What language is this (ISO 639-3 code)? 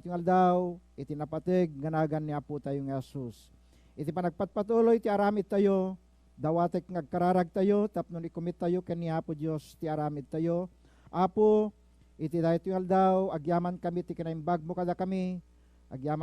ilo